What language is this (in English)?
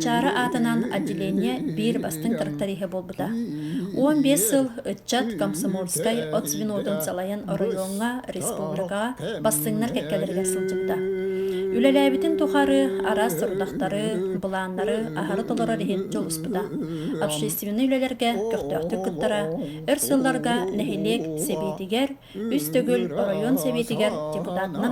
Yakut